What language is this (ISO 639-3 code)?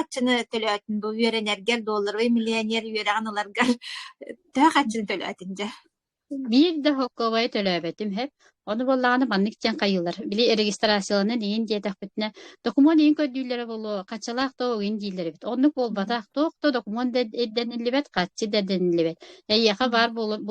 sah